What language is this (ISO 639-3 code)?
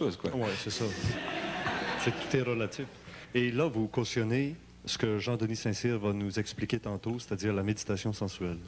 fra